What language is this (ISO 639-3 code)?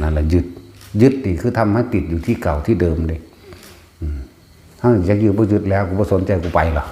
tts